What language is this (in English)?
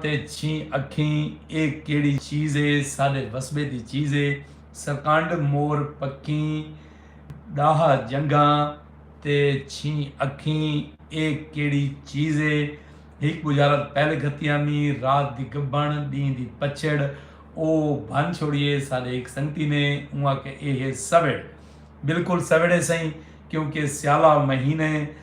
Saraiki